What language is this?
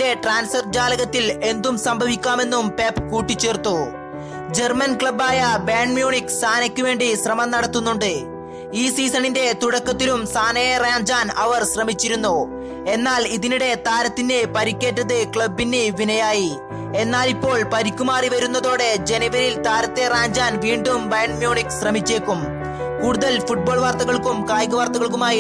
Malayalam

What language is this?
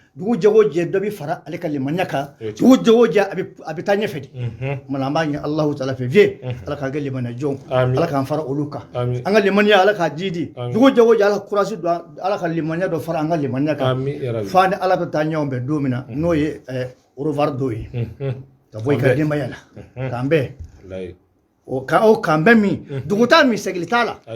Bambara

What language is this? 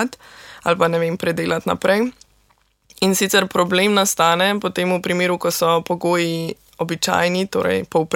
Slovenian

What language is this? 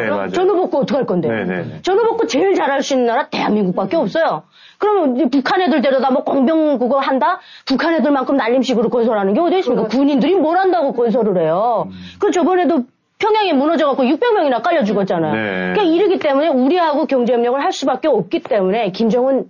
Korean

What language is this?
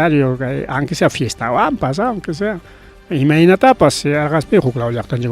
Ayacucho Quechua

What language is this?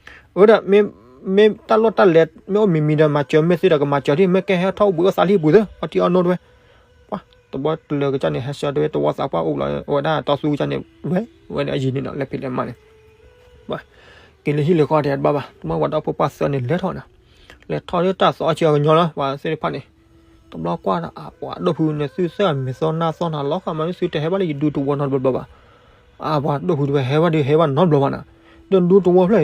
S'gaw Karen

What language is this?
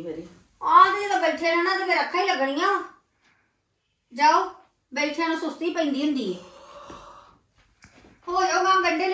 Punjabi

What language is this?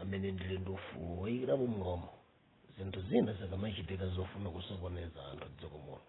Nyanja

